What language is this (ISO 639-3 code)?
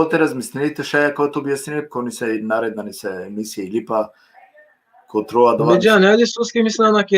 rmn